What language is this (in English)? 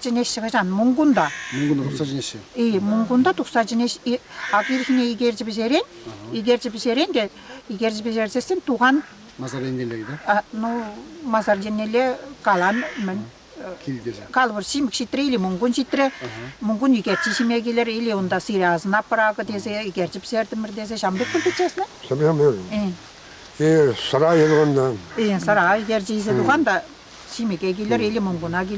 Chuvash